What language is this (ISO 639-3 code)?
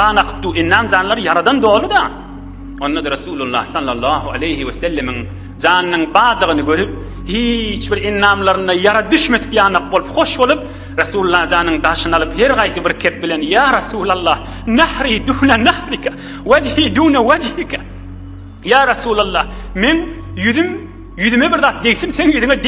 tuk